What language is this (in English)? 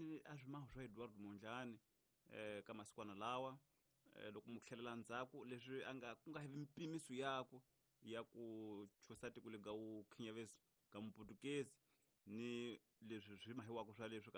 Tsonga